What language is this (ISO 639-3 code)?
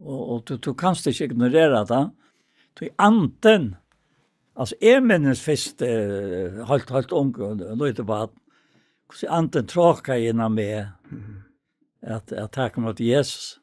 fao